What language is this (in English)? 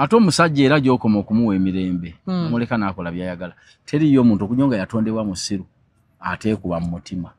Ganda